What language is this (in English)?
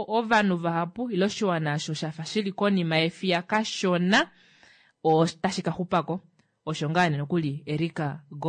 Kuanyama